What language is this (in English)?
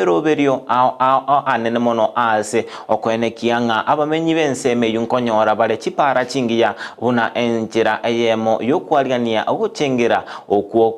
Gusii